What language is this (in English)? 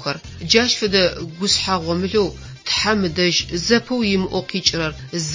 Adyghe